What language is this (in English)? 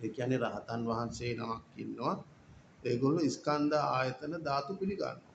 Sinhala